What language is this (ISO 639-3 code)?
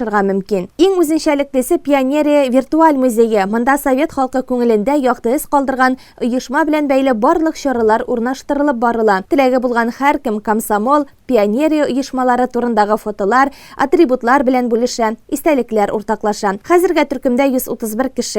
tat